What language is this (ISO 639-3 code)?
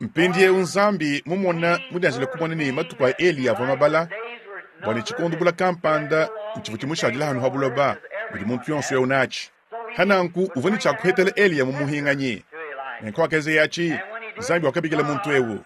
lua